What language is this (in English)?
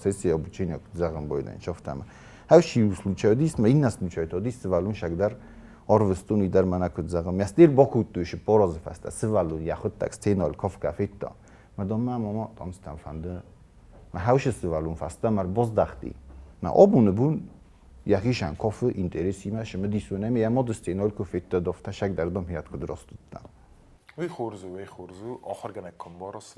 Ossetic